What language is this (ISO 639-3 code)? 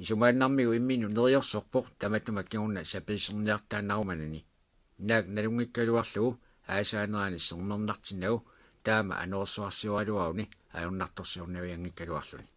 kal